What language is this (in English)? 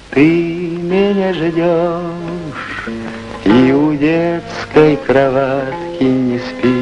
Russian